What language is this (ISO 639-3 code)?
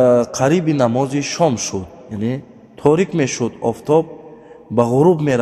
tgk